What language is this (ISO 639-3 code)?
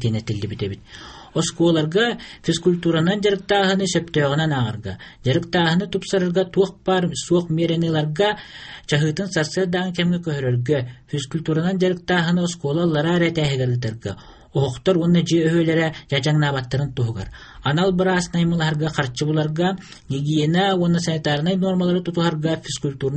sah